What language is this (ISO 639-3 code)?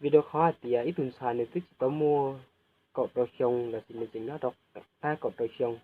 hmn